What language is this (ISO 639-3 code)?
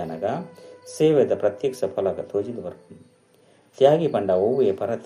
tcy